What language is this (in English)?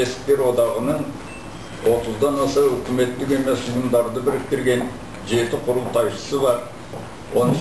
Kazakh